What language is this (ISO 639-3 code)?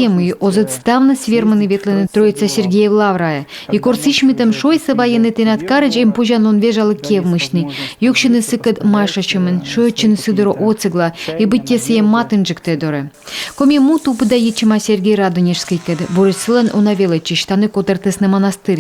kom